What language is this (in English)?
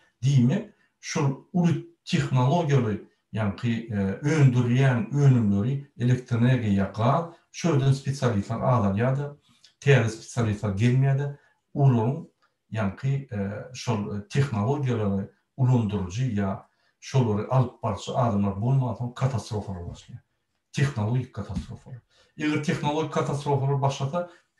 Turkmen